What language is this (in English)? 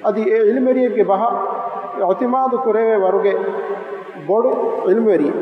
Divehi